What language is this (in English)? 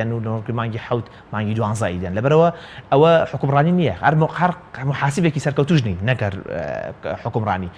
Central Kurdish